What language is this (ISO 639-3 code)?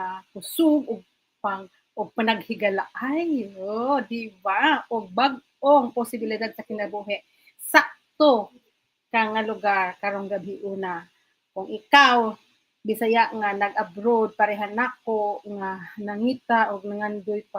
ceb